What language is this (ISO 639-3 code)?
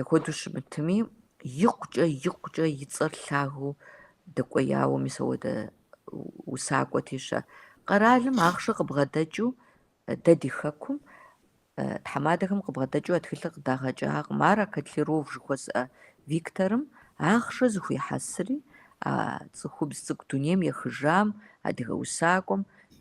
kbd